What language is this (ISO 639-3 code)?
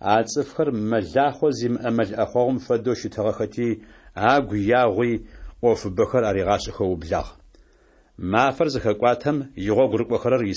ady